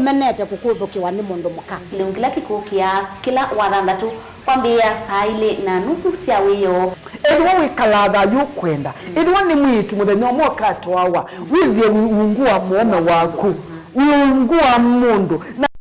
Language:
Kamba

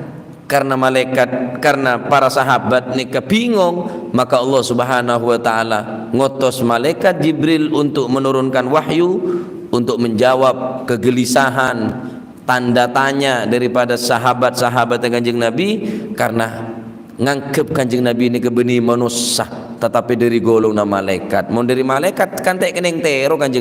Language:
Madurese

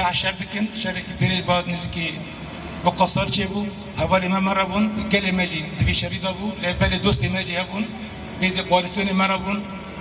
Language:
Kurdish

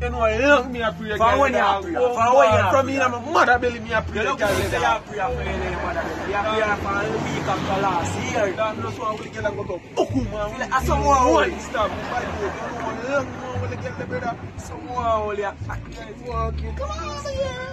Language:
Jamaican Creole English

